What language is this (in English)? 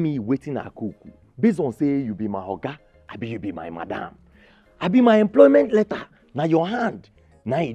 Nigerian Pidgin